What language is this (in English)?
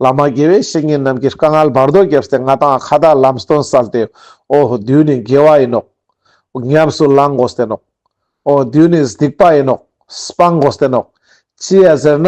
Ladakhi